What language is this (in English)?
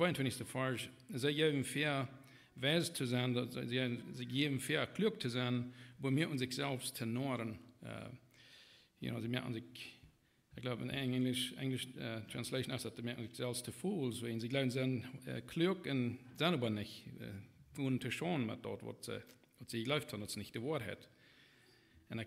Plautdietsch